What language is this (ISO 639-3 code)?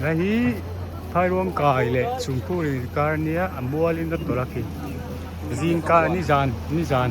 lus